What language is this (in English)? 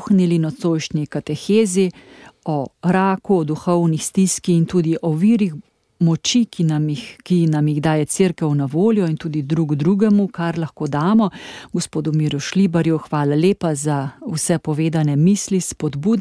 Slovenian